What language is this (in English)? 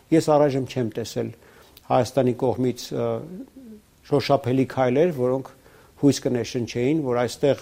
Armenian